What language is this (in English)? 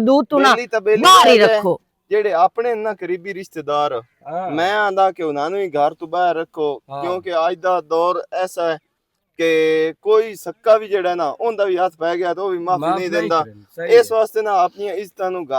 Western Panjabi